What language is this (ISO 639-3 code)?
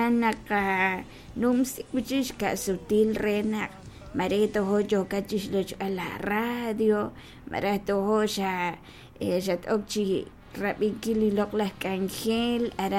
kek